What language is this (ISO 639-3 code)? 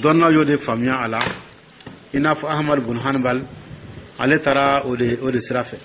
dyu